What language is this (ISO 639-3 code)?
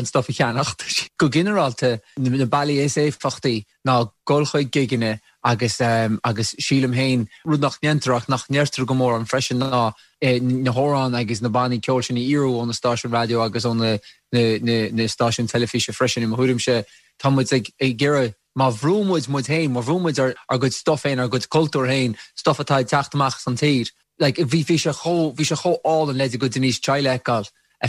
gle